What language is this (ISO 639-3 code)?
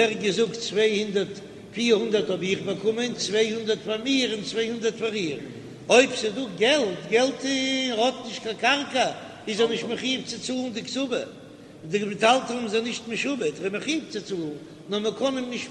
yid